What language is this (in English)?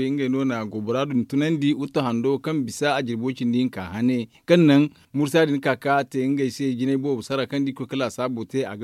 Zarma